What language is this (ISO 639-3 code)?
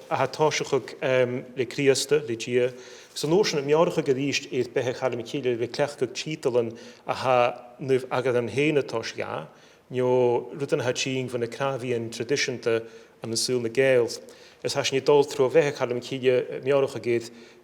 gla